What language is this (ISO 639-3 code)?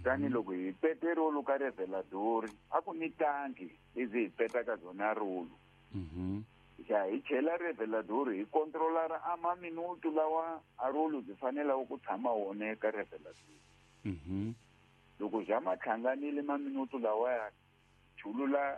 tso